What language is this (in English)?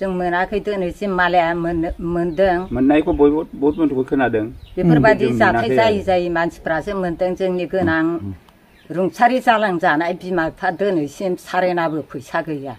Bodo